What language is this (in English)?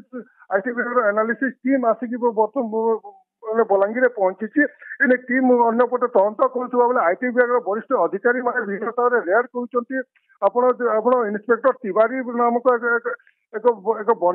Odia